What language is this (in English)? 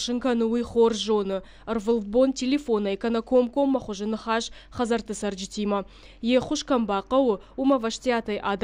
Ossetic